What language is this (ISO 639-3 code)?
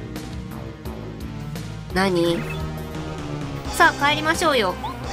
jpn